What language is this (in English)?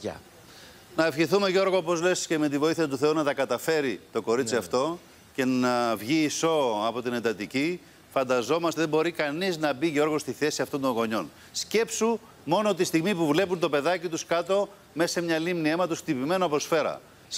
Greek